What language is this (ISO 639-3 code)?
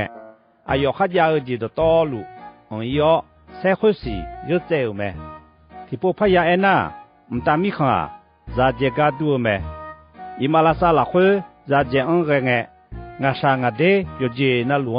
ahk